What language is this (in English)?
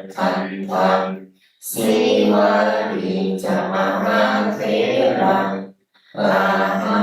Pali